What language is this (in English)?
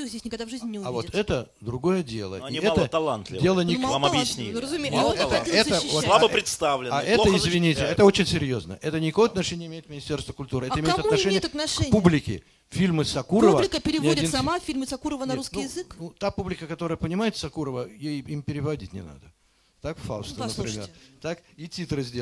Russian